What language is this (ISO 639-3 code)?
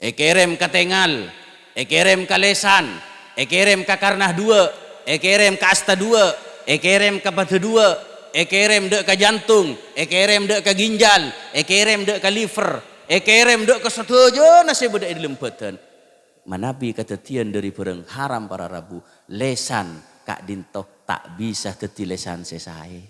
mad